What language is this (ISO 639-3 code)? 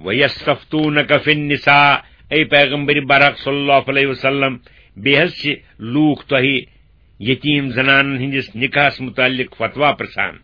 kas